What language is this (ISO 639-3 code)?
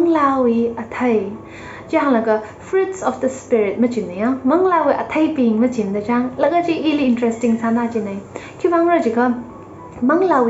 nmf